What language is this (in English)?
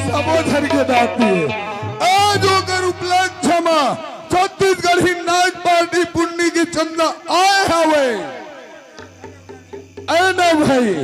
Chhattisgarhi